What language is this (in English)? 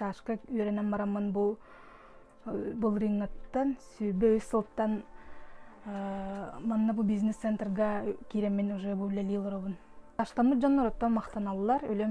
Yakut